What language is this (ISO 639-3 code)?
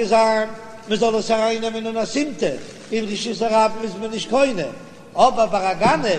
yid